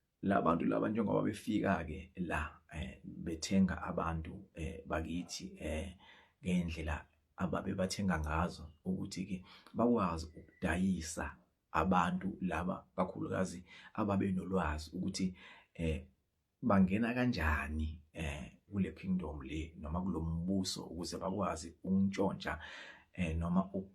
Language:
Zulu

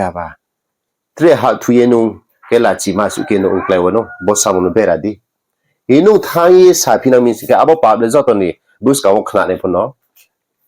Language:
Riang (India)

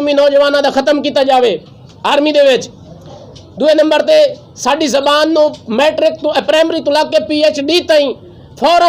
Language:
Western Panjabi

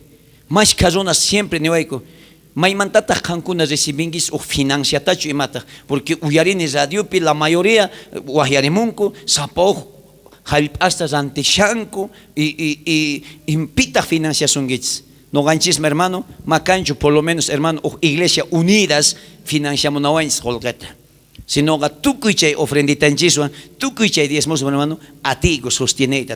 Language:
South Bolivian Quechua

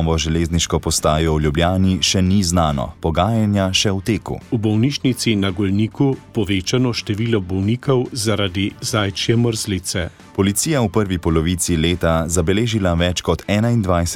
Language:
Slovenian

